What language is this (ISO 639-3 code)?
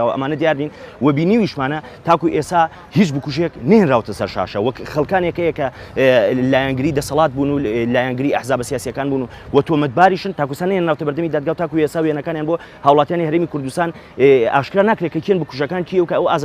ckb